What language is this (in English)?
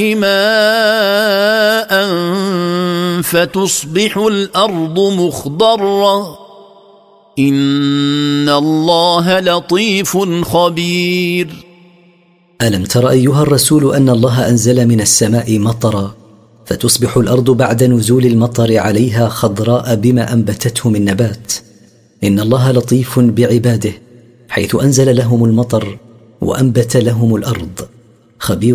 Arabic